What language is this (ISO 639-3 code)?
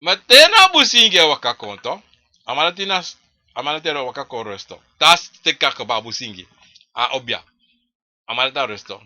srn